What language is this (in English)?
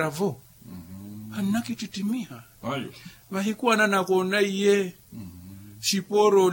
Makhuwa